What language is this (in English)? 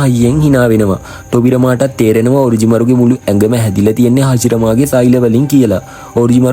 Sinhala